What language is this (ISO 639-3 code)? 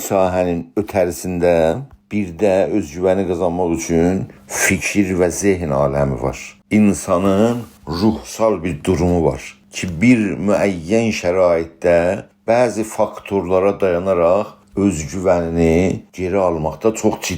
azb